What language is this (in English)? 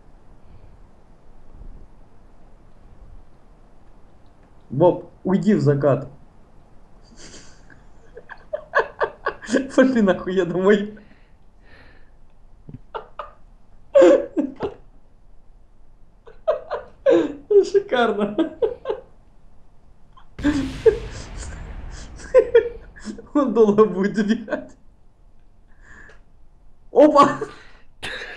Russian